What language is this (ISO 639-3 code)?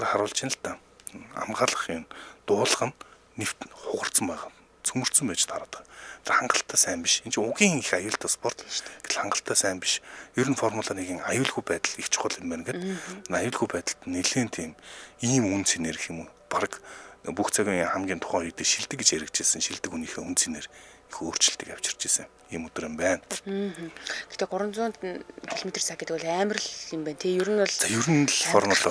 mon